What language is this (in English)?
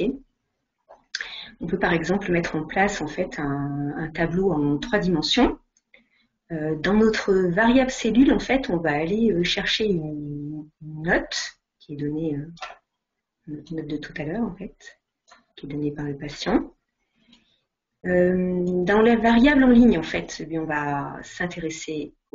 French